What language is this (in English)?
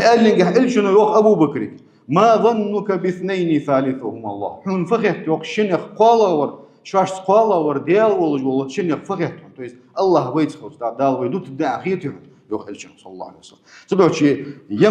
Ingush